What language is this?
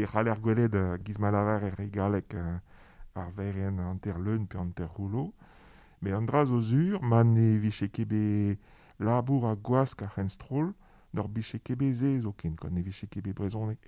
Breton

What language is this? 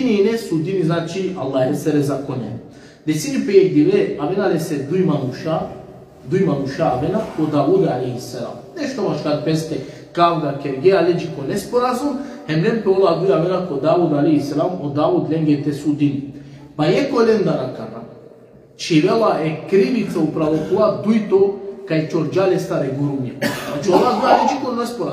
Balkan Romani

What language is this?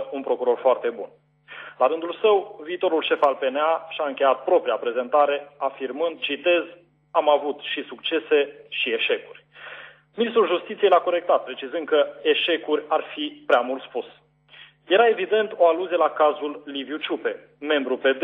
Romanian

